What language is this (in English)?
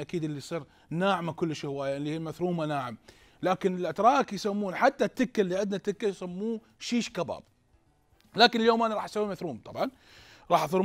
Mesopotamian Arabic